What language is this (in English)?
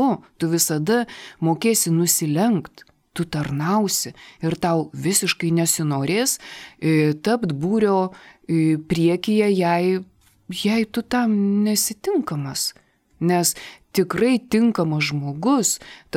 Lithuanian